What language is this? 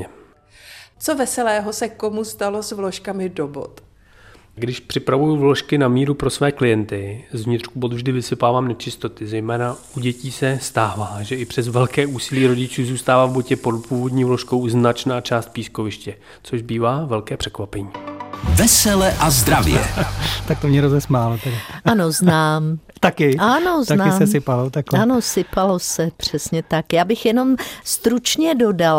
Czech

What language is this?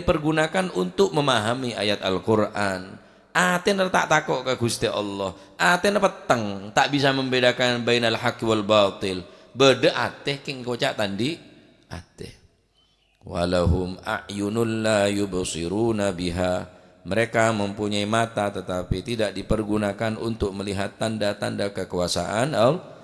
Madurese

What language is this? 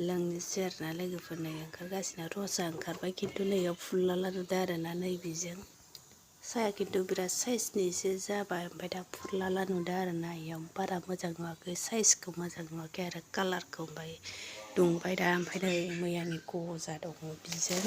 Bodo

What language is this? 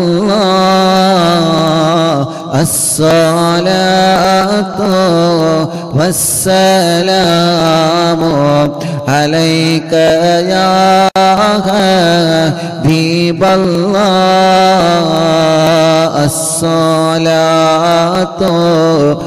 Malayalam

